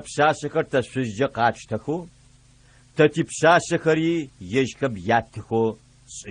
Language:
Adyghe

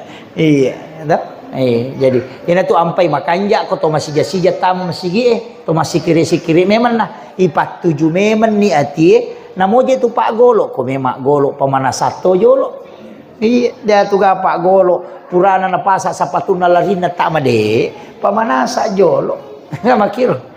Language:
Buginese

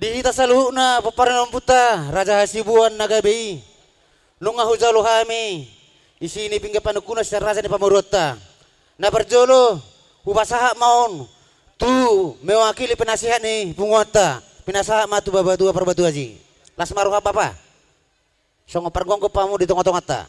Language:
Batak Toba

